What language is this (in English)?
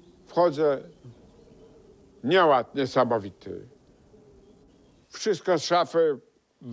Polish